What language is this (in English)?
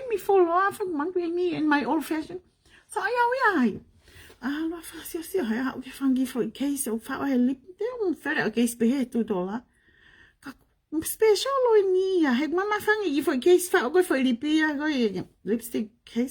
Tongan